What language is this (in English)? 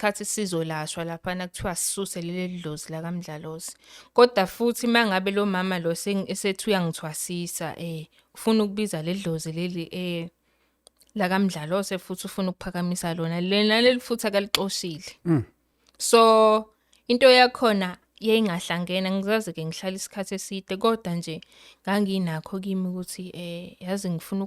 Zulu